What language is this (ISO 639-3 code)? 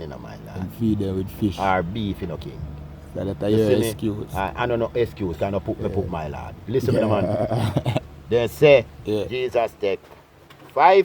jam